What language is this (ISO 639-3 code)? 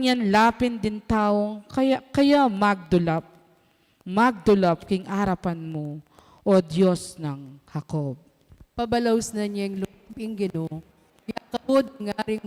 pam